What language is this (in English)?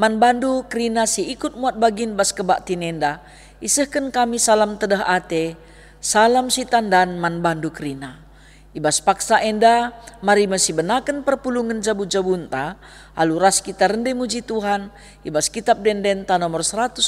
Batak Karo